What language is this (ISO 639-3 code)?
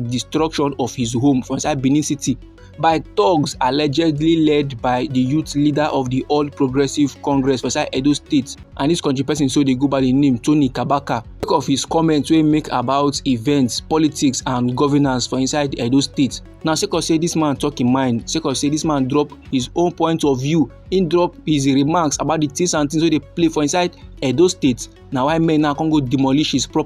pcm